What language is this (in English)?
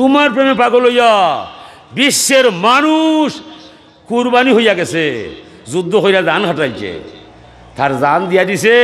Sylheti